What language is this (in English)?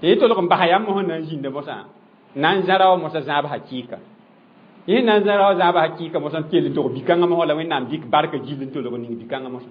Mossi